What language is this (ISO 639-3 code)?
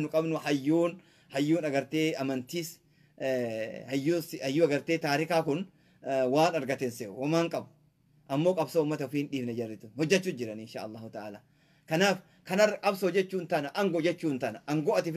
orm